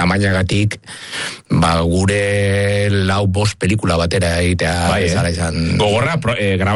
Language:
Basque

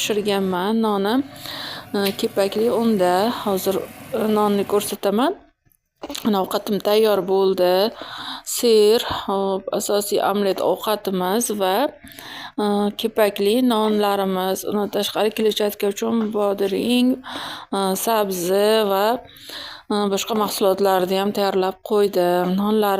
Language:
Uzbek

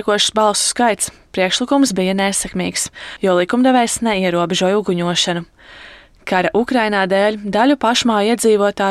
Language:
Latvian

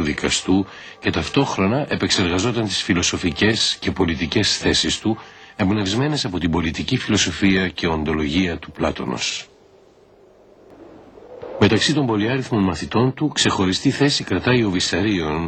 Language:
Greek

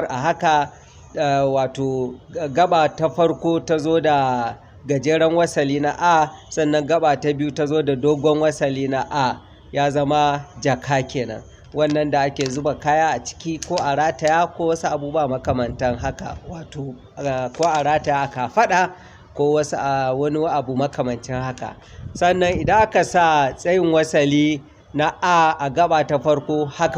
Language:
Hausa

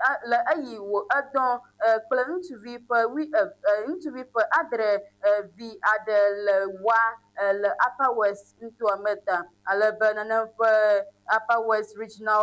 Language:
Ewe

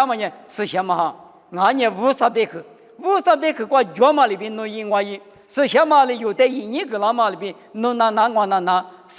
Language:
Lisu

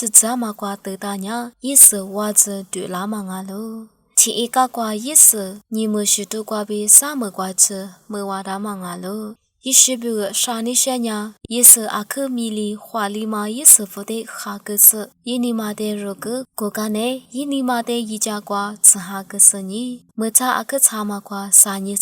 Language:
Lisu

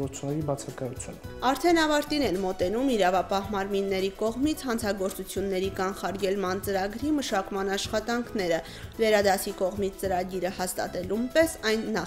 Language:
Armenian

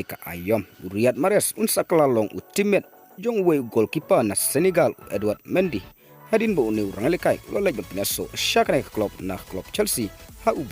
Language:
Khasi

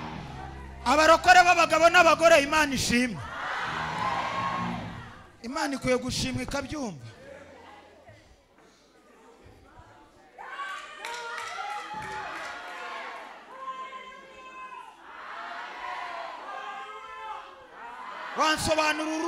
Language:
Kinyarwanda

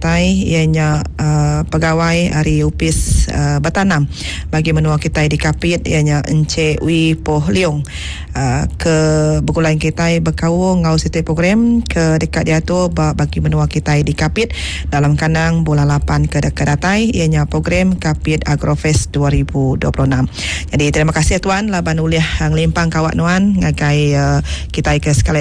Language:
Iban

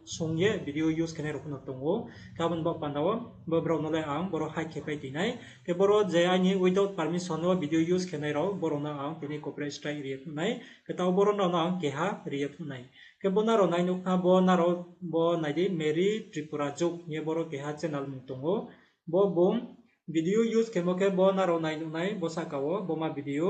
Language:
Riang (India)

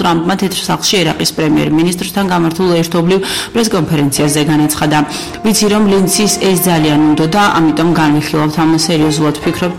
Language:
Georgian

